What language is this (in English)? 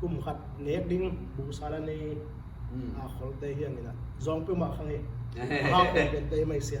Tedim Chin